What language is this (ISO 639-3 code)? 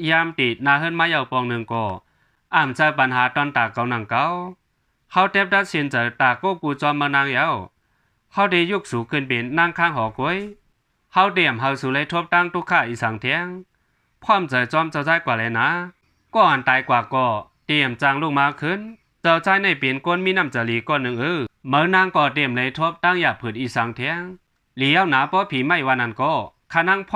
shn